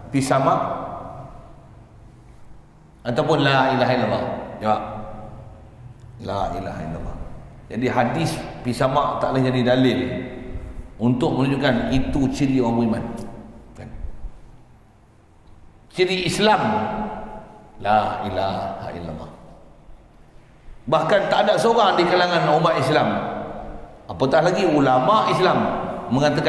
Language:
Malay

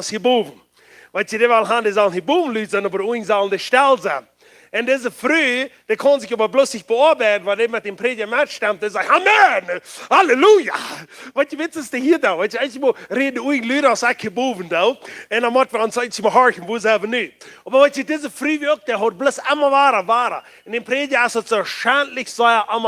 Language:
Plautdietsch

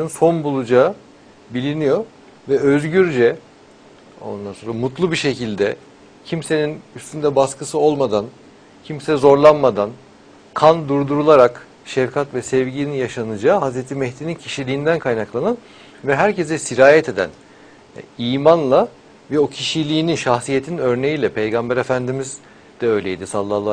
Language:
Turkish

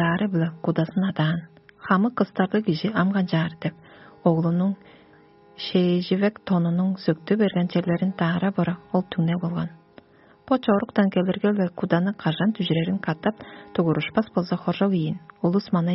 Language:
Tuvinian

